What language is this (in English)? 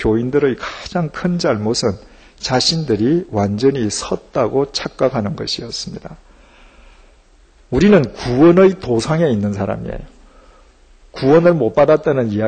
Korean